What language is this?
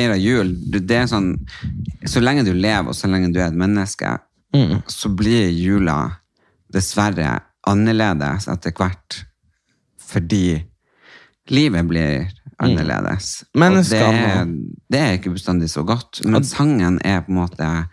Norwegian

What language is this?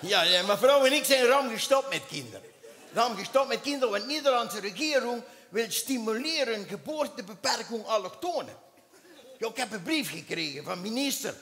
Limburgish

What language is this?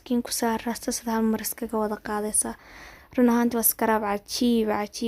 Somali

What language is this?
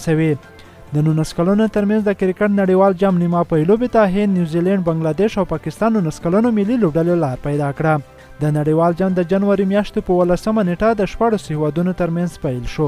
Pashto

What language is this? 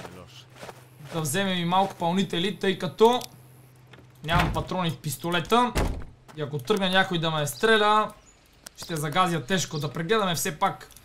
Bulgarian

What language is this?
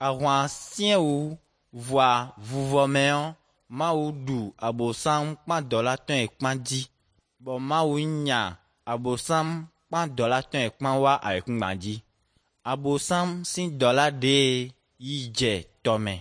Ewe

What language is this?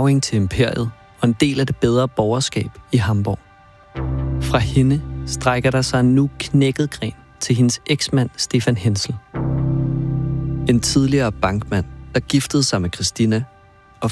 Danish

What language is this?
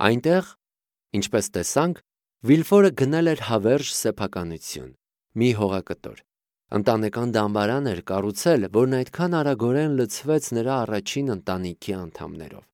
Armenian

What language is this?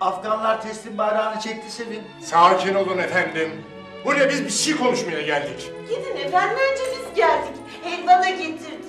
Turkish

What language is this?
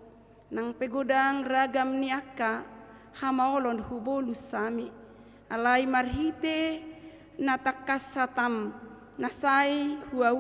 Batak Toba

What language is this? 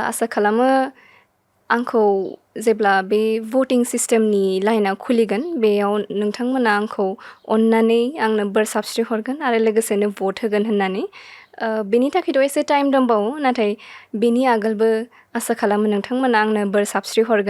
Bodo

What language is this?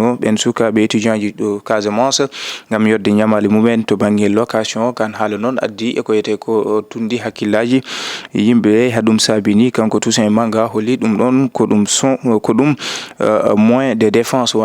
Fula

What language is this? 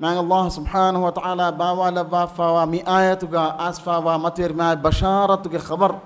Divehi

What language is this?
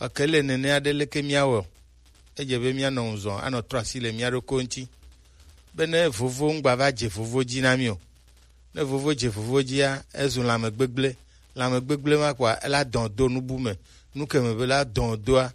Gen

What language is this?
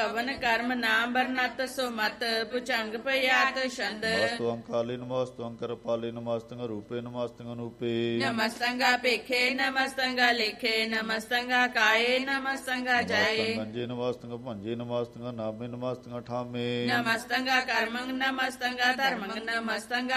Punjabi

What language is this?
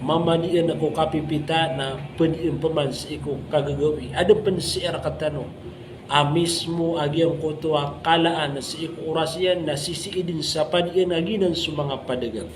Maranao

